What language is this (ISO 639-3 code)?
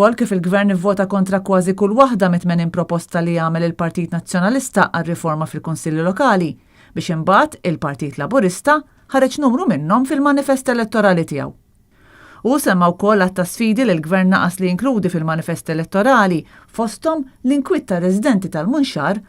mlt